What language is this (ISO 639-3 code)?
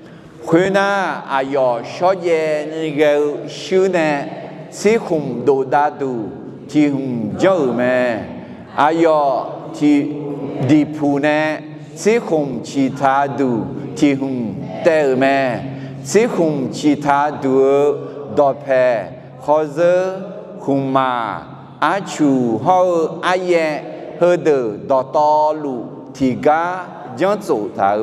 ahk